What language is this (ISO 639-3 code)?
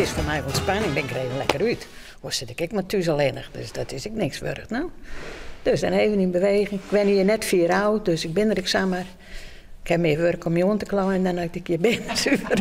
fry